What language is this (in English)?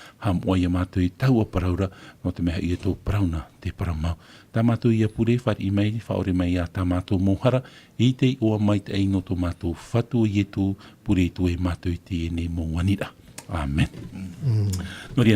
Tahitian